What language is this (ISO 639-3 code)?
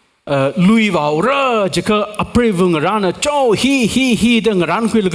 nmf